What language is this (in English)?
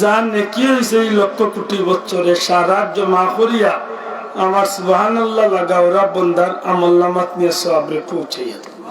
Sylheti